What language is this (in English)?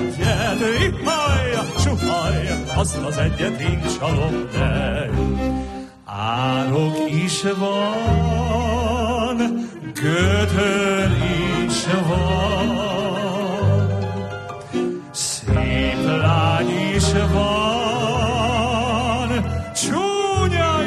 Hungarian